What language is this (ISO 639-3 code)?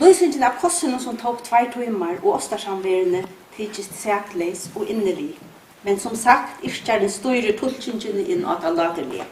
fao